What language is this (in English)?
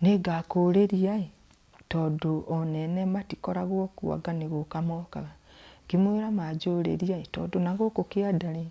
Kikuyu